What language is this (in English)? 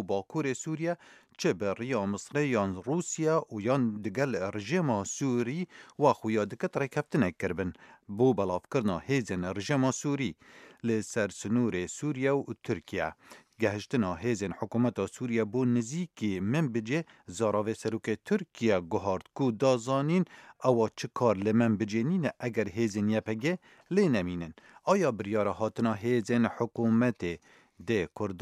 Kurdish